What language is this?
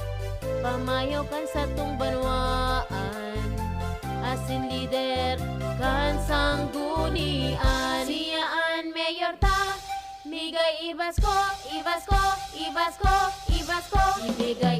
Bikol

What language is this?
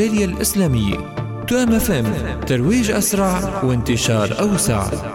Arabic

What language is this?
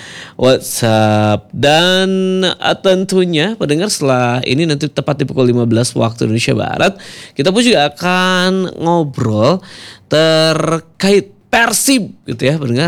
Indonesian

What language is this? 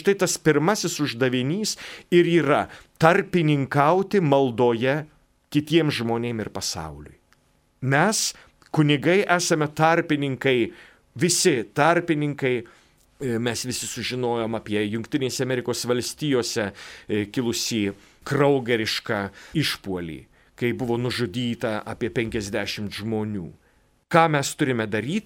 Lithuanian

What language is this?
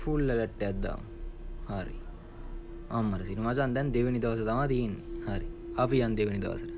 Sinhala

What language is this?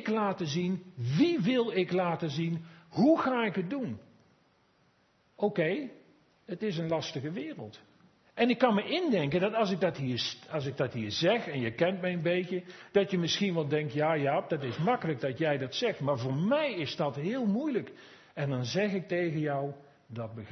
Dutch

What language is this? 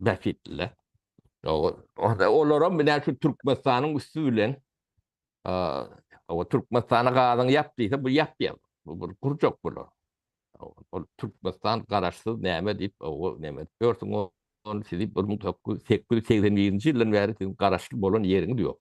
Turkmen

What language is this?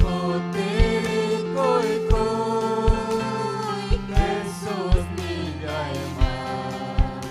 Ayacucho Quechua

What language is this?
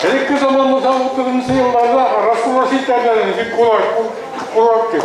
Bashkir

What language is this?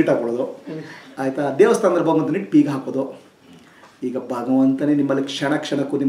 Kannada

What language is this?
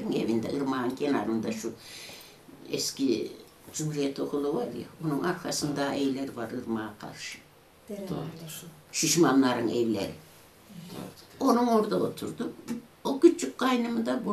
Turkish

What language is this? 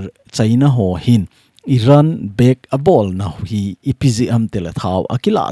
Thado Chin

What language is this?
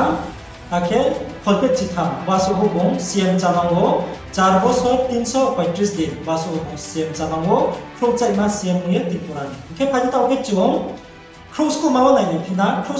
Riang (India)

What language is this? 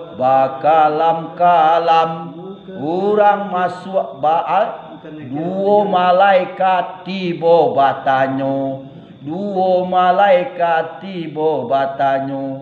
Minangkabau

